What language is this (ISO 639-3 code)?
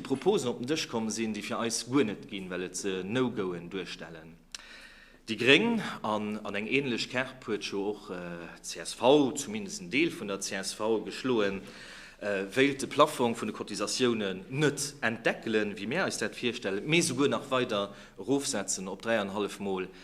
ltz